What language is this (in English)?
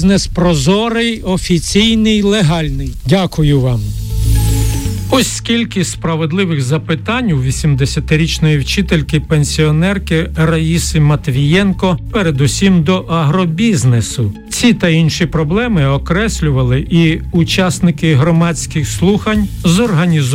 Ukrainian